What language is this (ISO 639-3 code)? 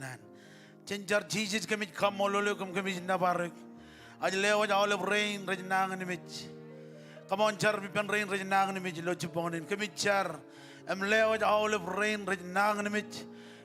mah